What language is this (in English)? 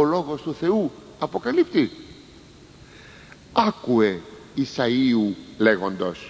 Greek